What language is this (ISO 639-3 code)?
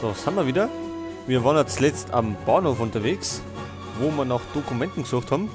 bar